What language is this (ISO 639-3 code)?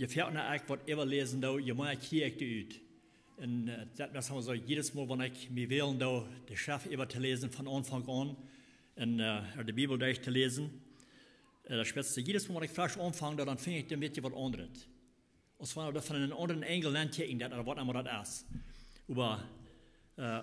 pdt